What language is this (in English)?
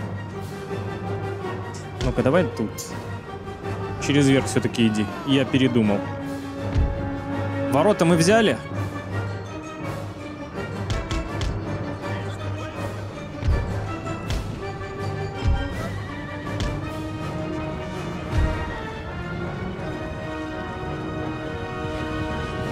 Russian